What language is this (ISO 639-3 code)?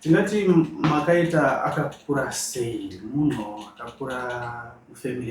sna